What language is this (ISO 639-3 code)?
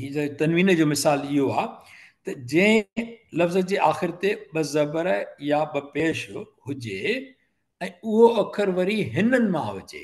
snd